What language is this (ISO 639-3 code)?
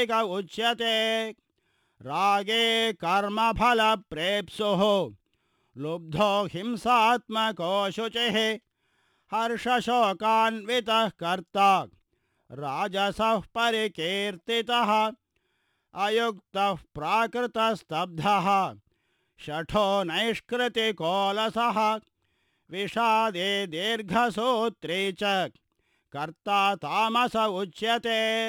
san